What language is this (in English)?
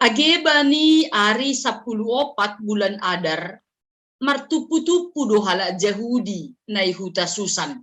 Batak Simalungun